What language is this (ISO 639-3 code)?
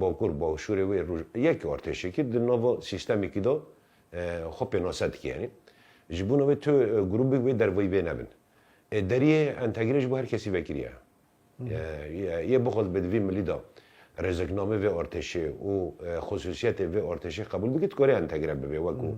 kur